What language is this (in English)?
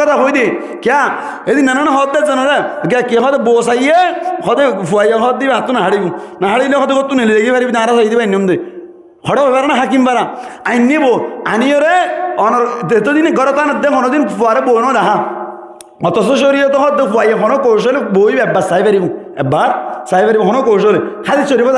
Rohingya